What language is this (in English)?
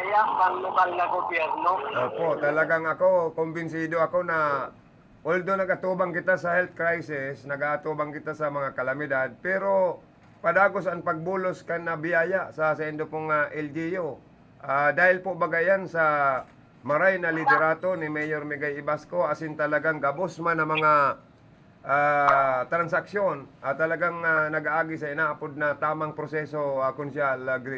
Bikol